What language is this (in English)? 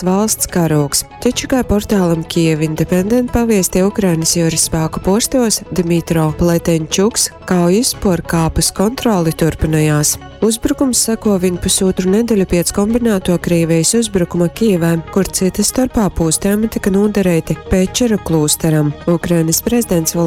Latgalian